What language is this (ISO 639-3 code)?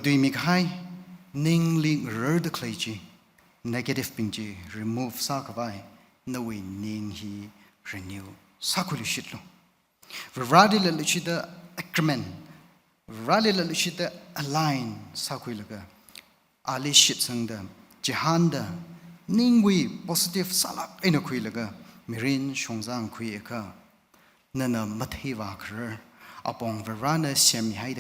nmf